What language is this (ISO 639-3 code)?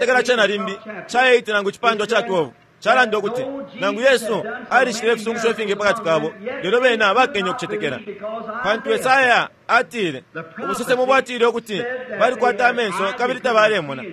bem